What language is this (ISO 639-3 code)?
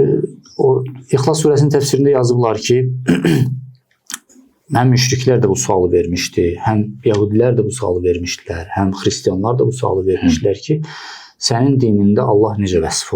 aze